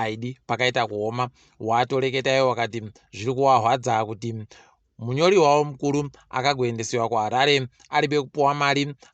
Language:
Ndau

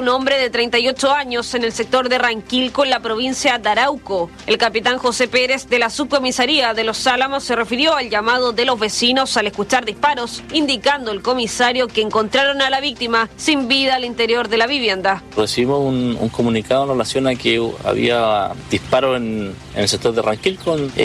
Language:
Spanish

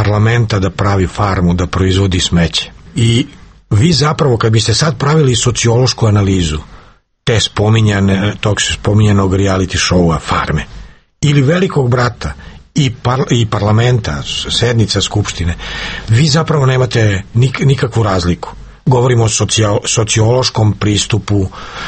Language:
Serbian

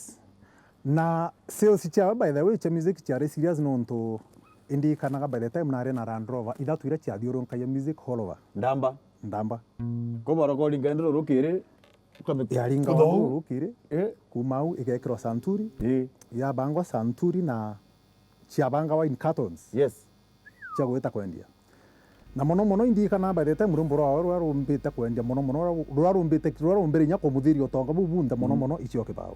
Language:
Meru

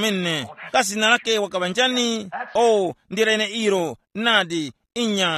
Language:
Tumbuka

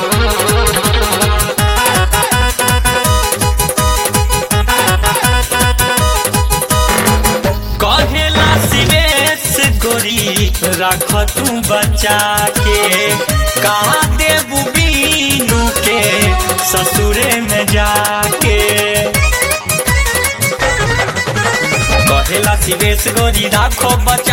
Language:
Bhojpuri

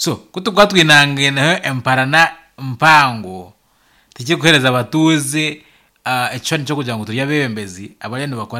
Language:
Nyankole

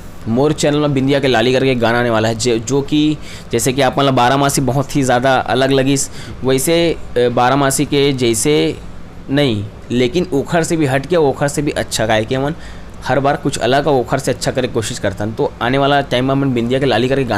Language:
Chhattisgarhi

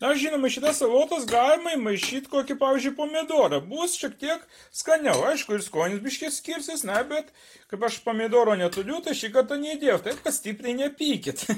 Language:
Lithuanian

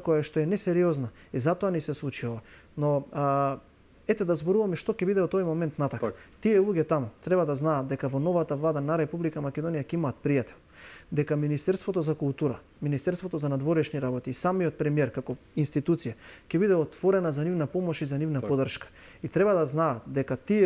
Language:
Macedonian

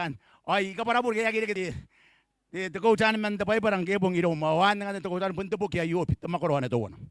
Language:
Gilbertese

